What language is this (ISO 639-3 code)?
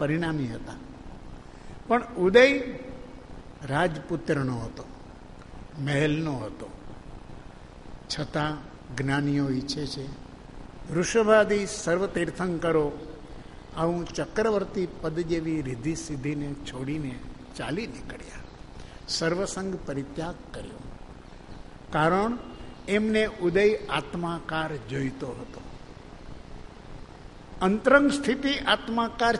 guj